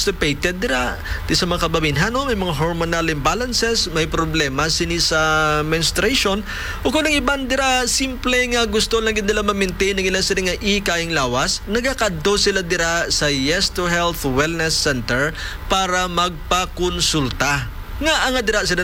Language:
Hiligaynon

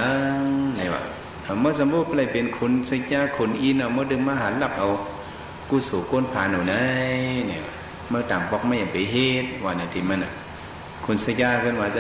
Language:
Shan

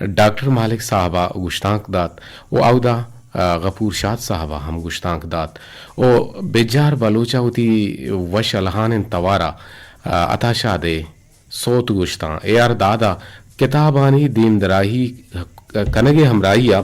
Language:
Eastern Balochi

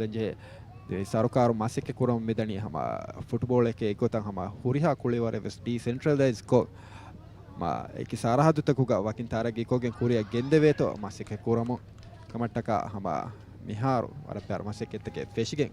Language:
Divehi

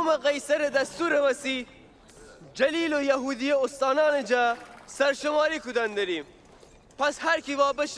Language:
Gilaki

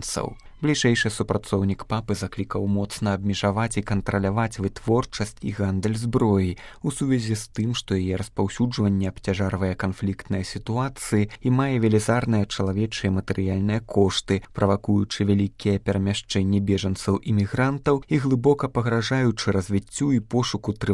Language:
Belarusian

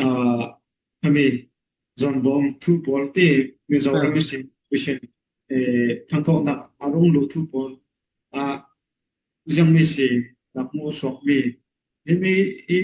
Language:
Falam Chin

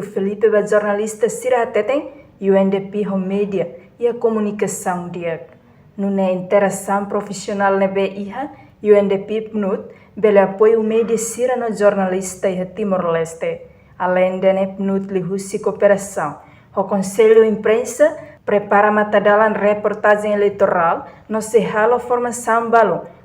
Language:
Tetum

